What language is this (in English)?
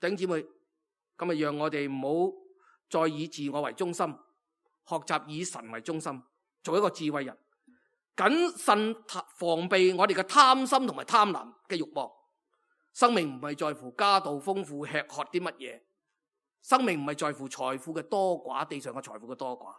Cantonese